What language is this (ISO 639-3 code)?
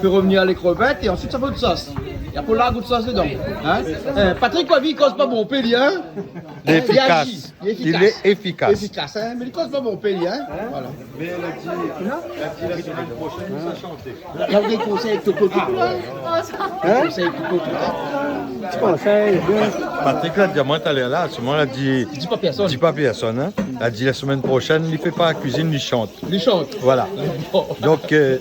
rcf